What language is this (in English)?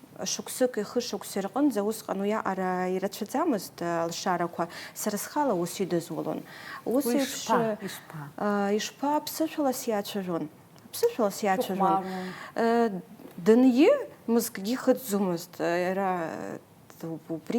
Abkhazian